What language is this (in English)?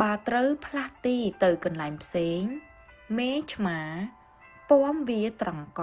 Khmer